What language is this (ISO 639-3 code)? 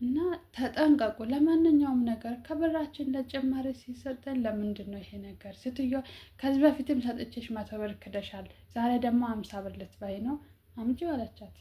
amh